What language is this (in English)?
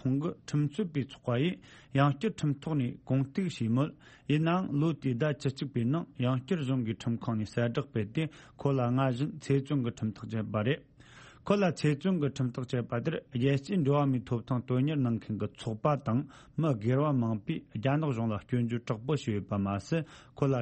Tibetan